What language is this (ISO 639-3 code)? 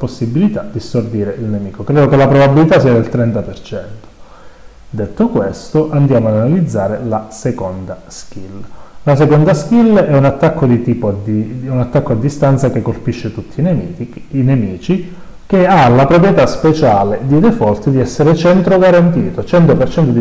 ita